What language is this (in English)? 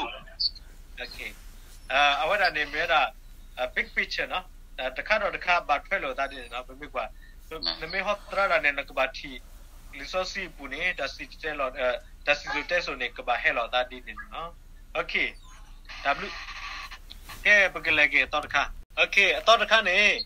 S'gaw Karen